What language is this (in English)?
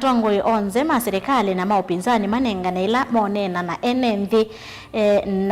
Kamba